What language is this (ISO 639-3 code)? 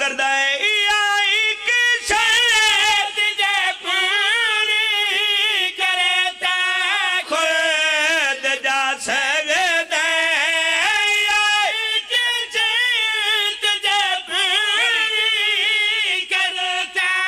phr